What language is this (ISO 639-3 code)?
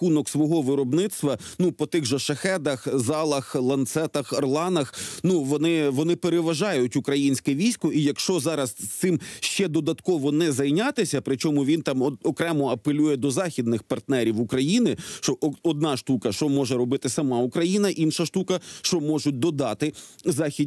ukr